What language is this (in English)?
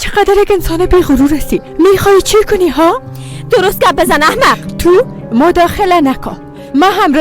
Persian